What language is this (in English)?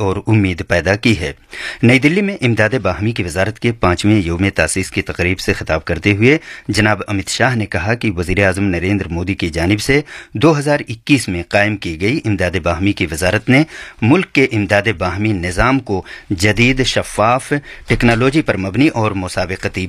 Urdu